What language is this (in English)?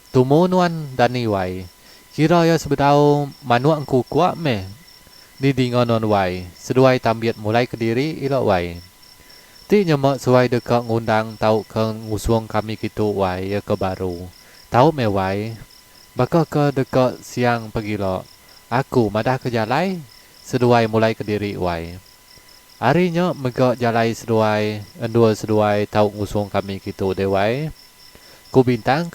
Iban